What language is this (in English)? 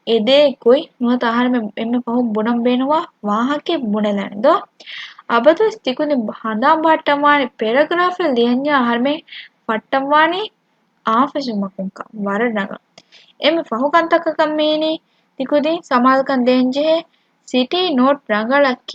Divehi